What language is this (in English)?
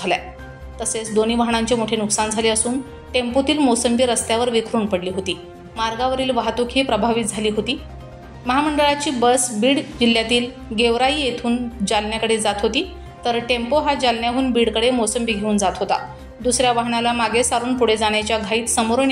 Marathi